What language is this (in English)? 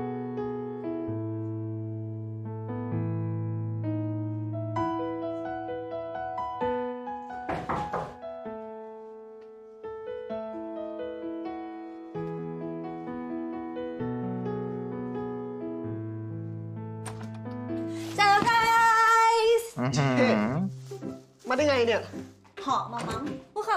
Thai